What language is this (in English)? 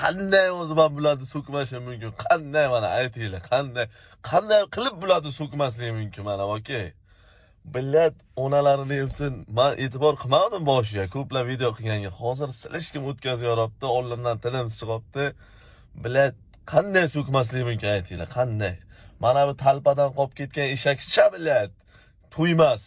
Uzbek